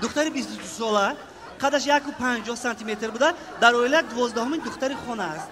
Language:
Tajik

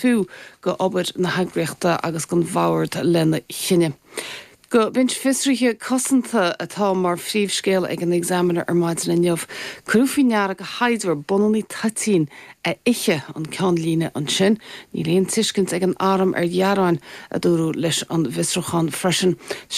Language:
Irish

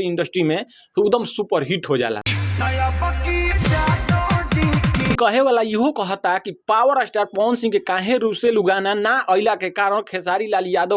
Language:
Bhojpuri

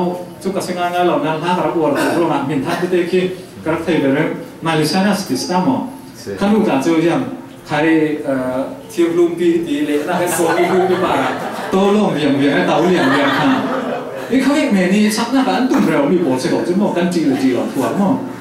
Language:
Falam Chin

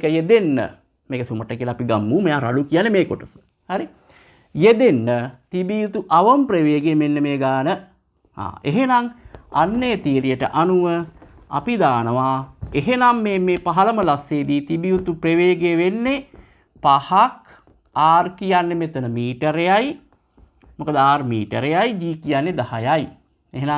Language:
Sinhala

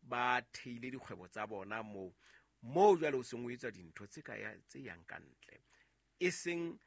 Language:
Southern Sotho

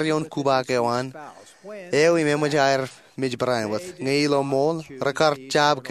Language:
Marshallese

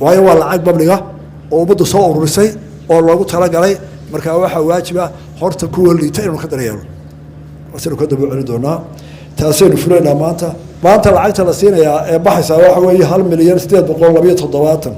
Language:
Somali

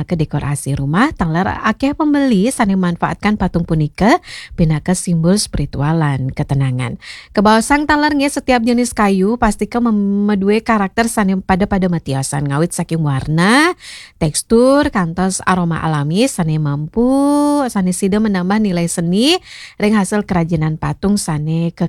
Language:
Balinese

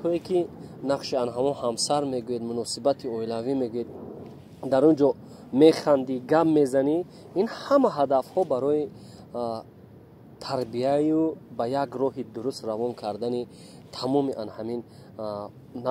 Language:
Tajik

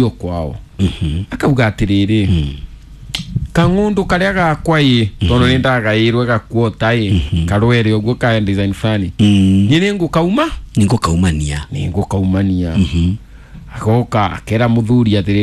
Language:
Kikuyu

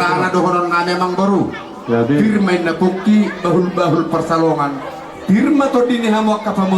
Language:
Batak Toba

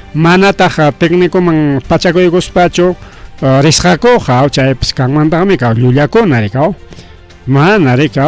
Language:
Ayacucho Quechua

